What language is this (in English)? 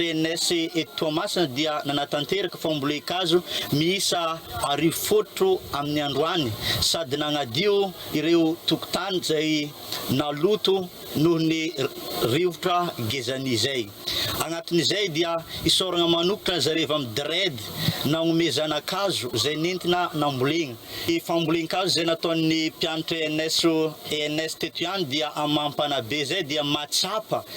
Malagasy